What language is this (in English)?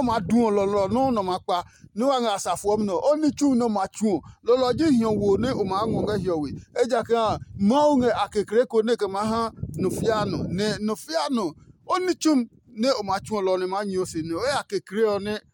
Adangme